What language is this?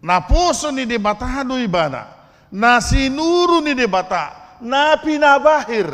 Batak Toba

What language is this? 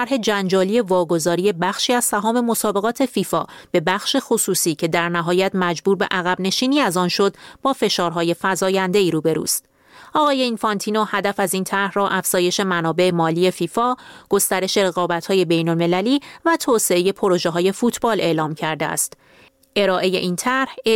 Persian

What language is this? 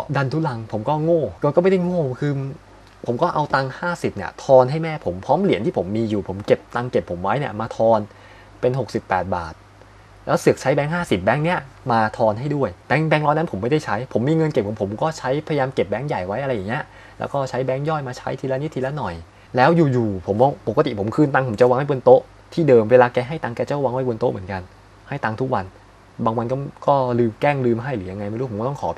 Thai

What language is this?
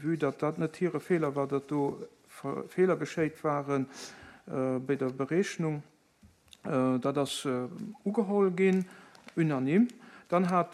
Luxembourgish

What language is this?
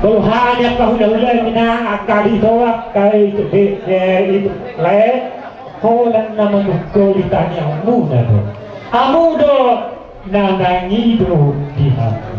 Batak Toba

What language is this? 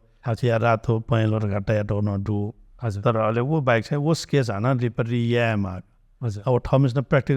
Newari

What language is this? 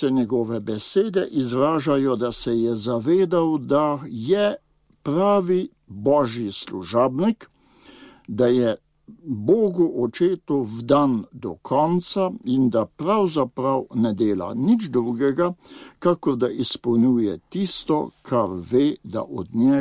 Slovenian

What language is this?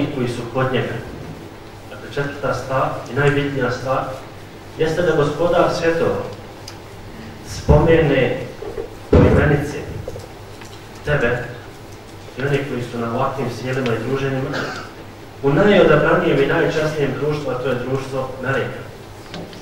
Bosnian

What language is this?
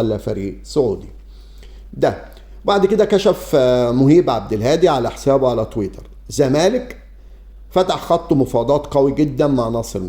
Egyptian Arabic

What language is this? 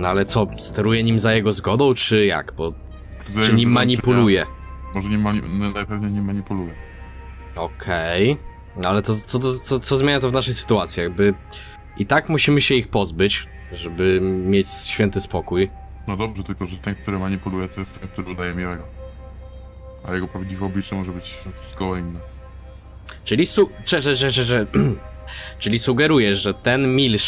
Polish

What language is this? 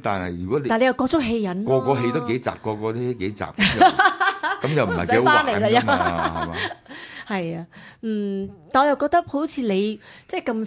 Cantonese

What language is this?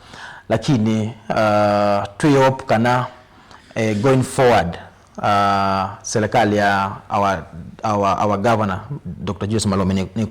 Kamba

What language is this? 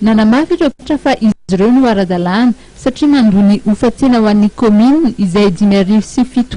Malagasy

